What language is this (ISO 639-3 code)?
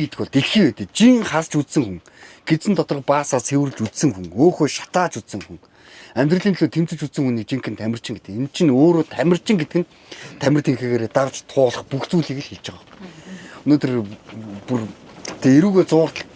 mon